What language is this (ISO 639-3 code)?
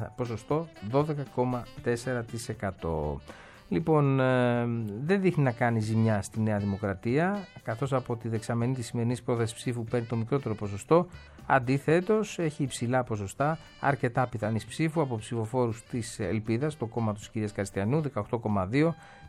ell